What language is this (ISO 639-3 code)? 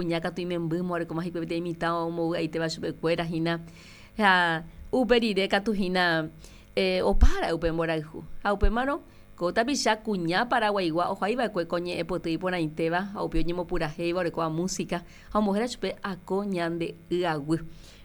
grn